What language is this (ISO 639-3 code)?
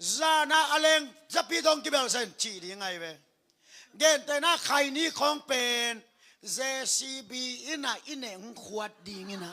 ctd